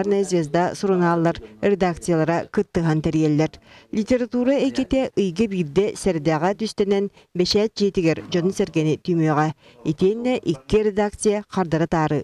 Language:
Yakut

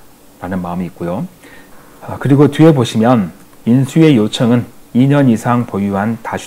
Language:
Korean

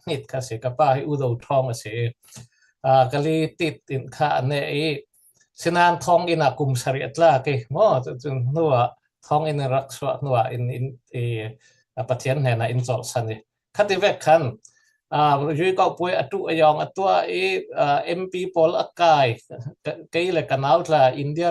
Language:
Falam Chin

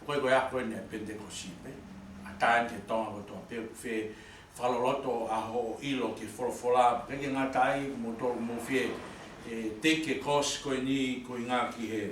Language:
Tongan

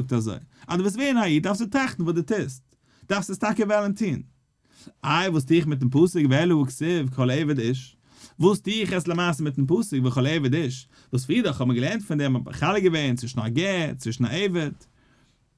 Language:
Yiddish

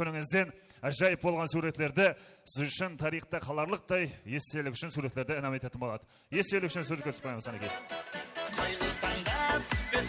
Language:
Kara-Kalpak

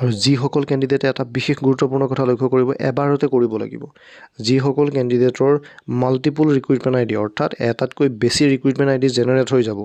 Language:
Assamese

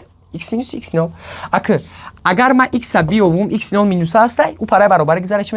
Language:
Tajik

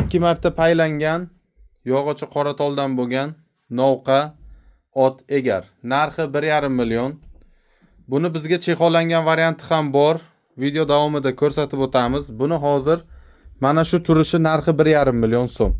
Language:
Uzbek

